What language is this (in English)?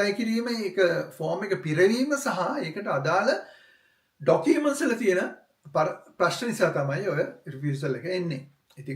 Sinhala